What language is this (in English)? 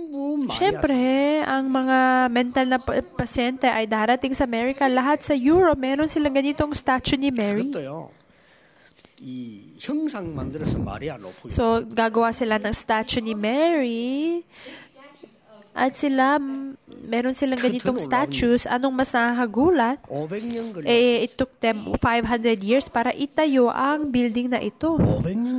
Filipino